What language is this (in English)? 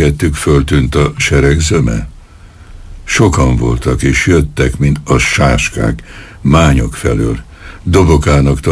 Hungarian